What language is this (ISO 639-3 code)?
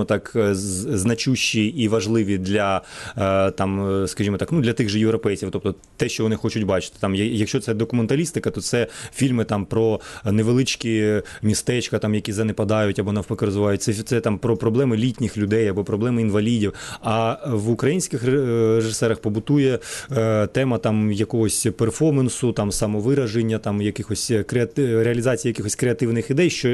ukr